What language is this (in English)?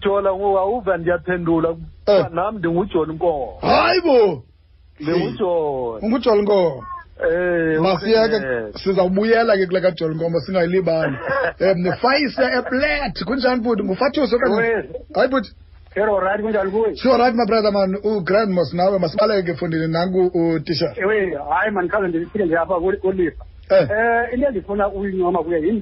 Xhosa